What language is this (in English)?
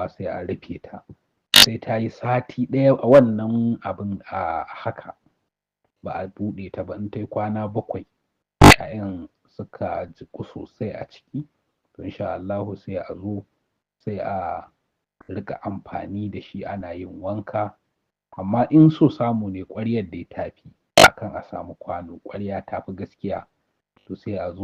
Hausa